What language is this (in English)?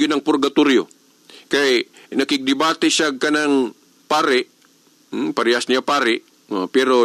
Cebuano